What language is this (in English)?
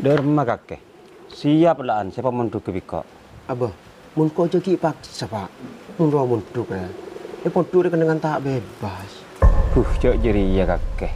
Madurese